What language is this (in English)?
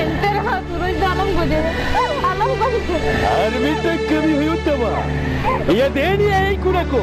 Santali